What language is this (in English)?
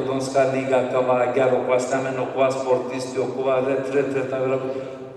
Balkan Romani